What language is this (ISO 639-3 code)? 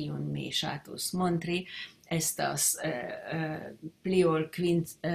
epo